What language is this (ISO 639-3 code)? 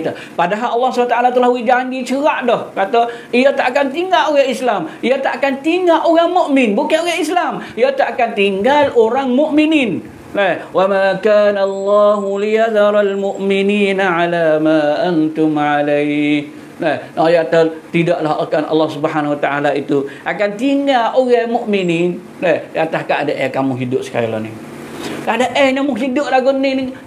msa